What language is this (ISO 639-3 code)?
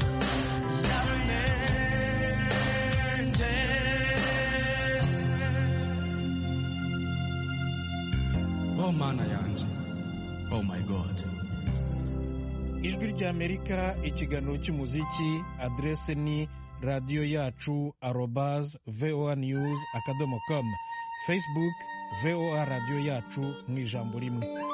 kin